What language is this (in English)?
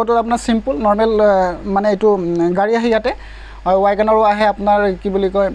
Assamese